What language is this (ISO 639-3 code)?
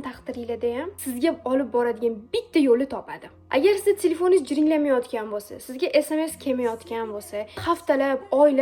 uzb